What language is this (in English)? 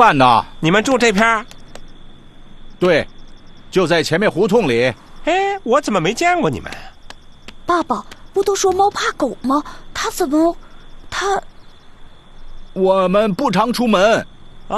Chinese